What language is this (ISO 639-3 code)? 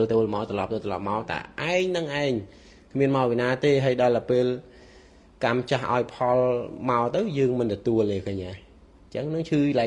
khm